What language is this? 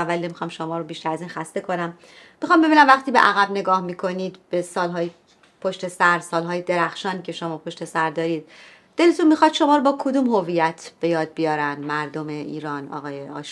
Persian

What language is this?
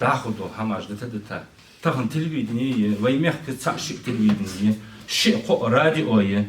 Ingush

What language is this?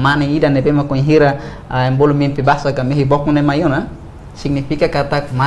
Tetum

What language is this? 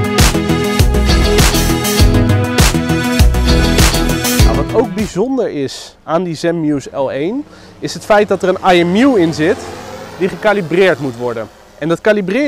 Dutch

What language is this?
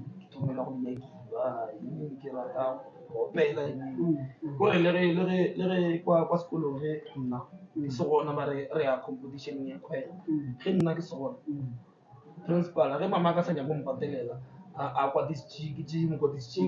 Northern Sotho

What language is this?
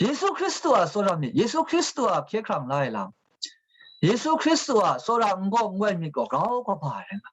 Kachin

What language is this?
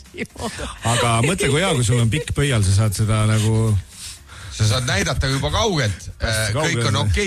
Estonian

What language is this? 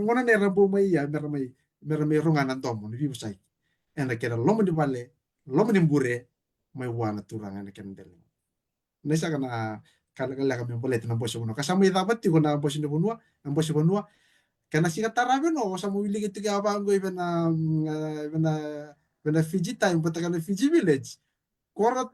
Fijian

